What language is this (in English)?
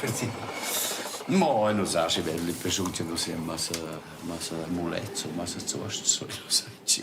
Romansh